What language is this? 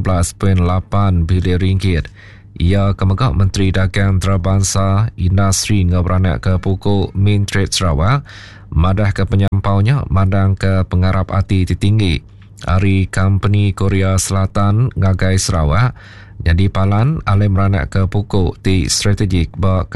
Iban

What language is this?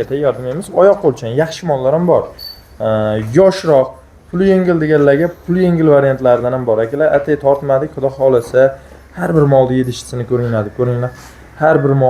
Uzbek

